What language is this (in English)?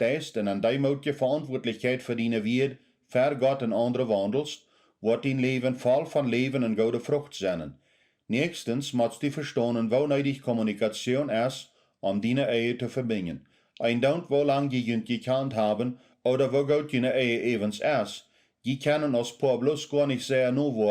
Plautdietsch